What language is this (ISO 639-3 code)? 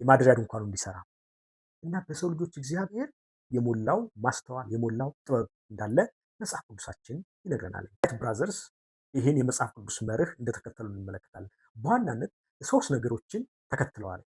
amh